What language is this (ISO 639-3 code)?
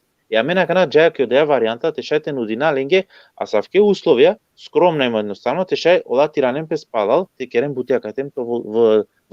rmn